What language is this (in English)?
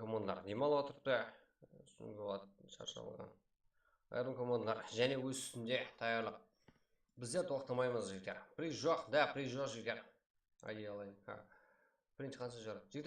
Kara-Kalpak